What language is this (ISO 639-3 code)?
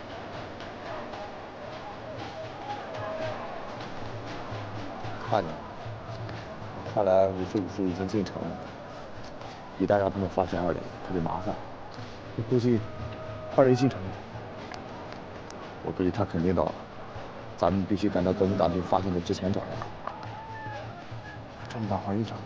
zho